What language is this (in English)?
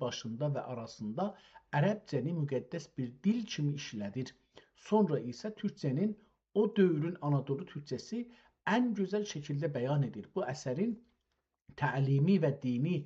South Azerbaijani